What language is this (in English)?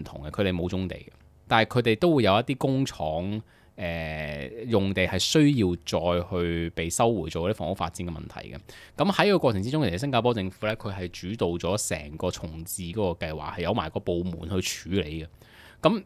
Cantonese